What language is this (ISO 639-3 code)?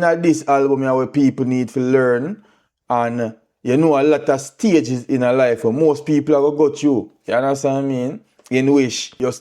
jam